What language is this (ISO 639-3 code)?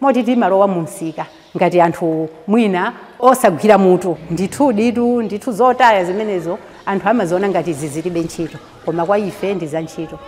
nya